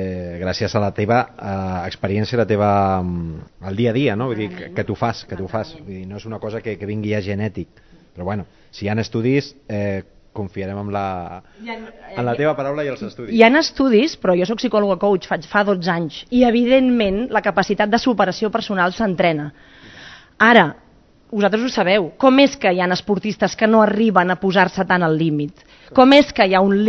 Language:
Catalan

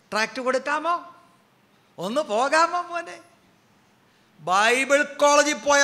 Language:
Malayalam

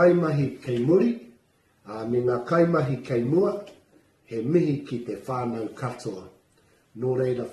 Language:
Māori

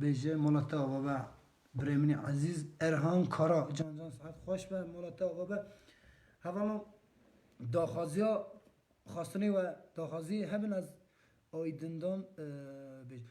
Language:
Kurdish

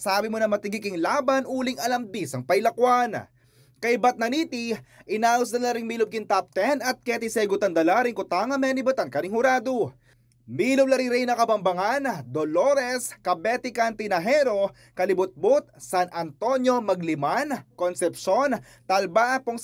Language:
Pampanga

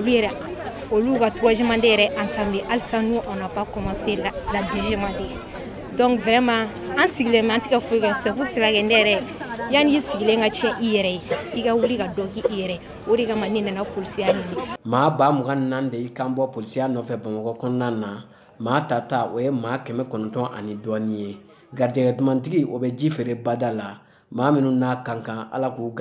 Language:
Bambara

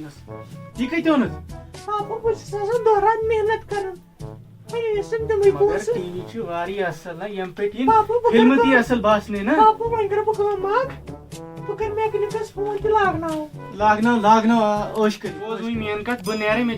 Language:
Kashmiri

